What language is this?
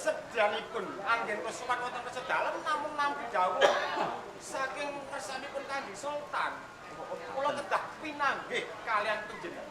Javanese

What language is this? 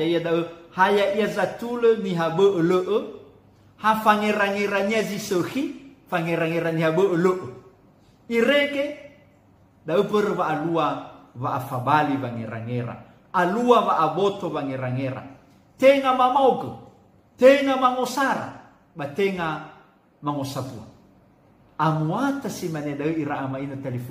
Nias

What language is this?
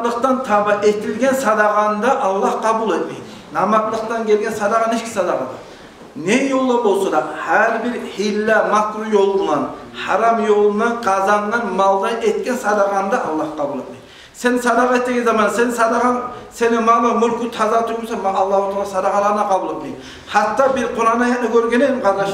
Kumyk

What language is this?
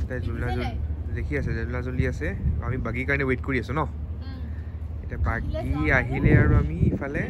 Assamese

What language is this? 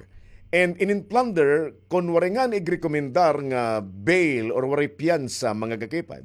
Waray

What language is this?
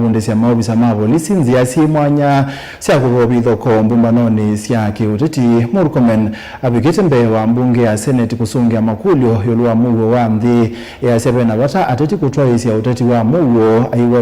Kamba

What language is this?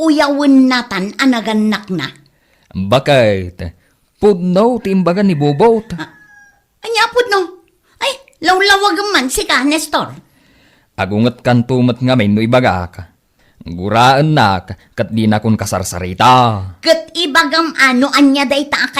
Iloko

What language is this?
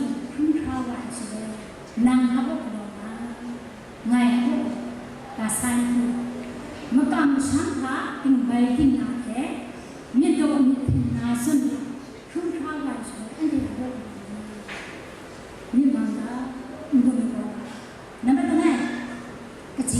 Kachin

